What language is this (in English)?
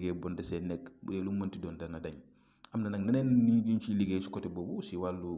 Wolof